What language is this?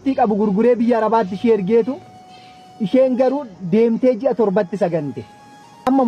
Oromo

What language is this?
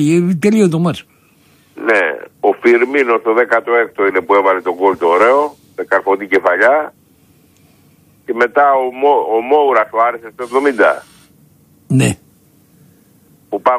Greek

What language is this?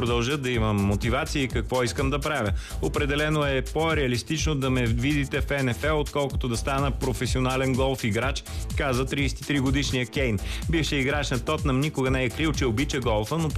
Bulgarian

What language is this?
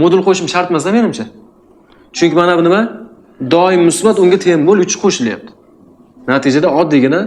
Uzbek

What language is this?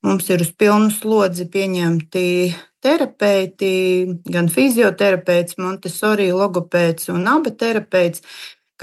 Latvian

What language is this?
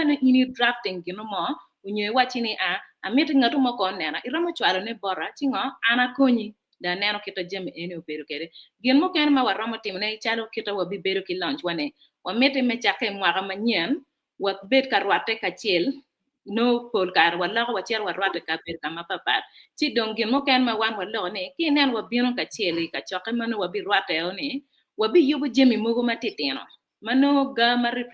Acoli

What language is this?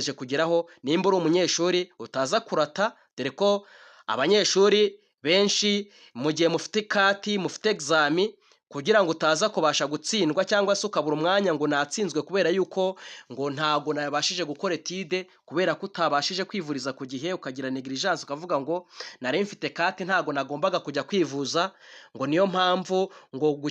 Kinyarwanda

